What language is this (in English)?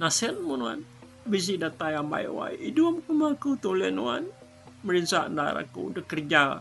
Iban